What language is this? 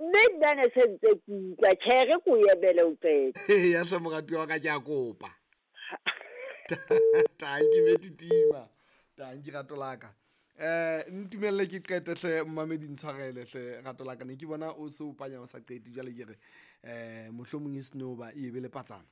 Southern Sotho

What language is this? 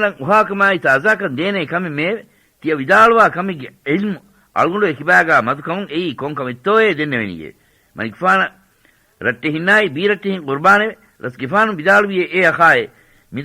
Divehi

